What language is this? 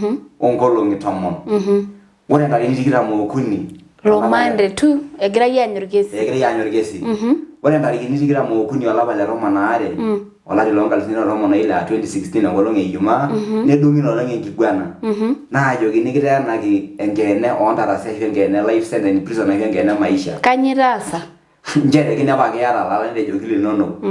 Masai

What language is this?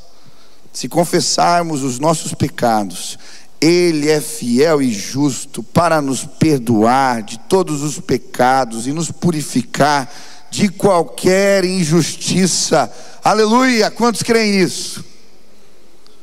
Portuguese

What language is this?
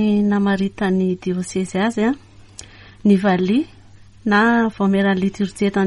Malagasy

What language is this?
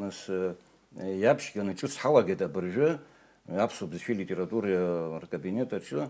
Abkhazian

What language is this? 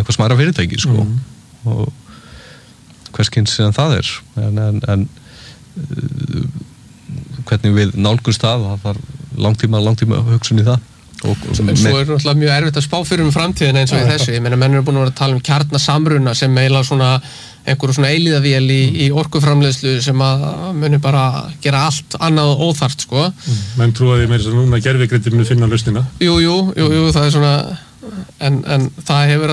Icelandic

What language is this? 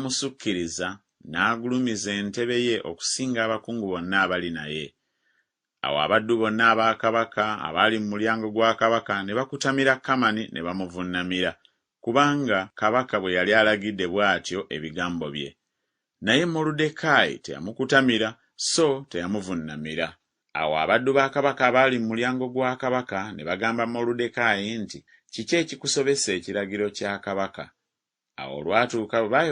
Ganda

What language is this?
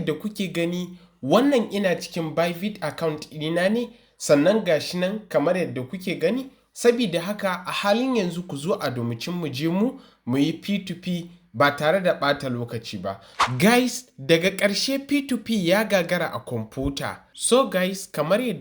Hausa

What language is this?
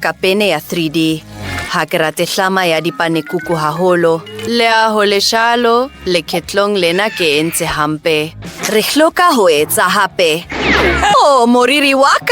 Southern Sotho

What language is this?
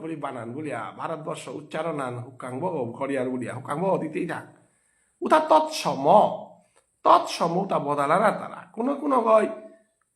Bishnupriya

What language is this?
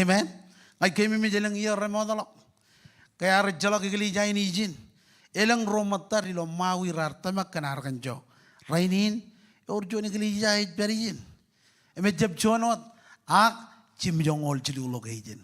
Marshallese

